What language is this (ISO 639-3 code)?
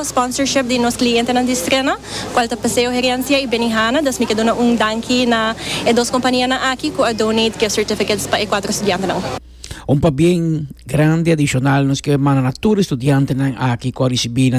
pap